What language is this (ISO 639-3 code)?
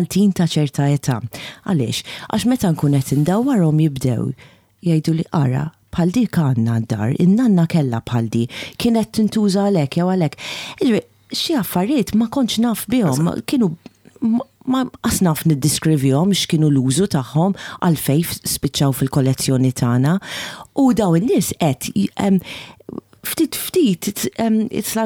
mlt